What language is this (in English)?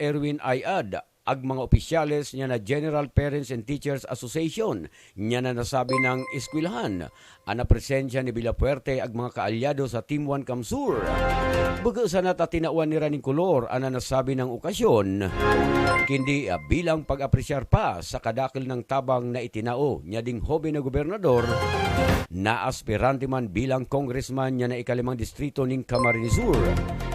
Buhi'non Bikol